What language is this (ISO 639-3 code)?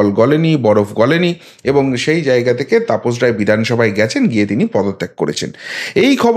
ben